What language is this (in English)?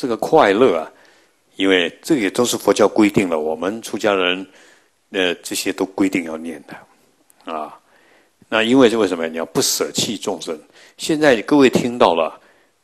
Chinese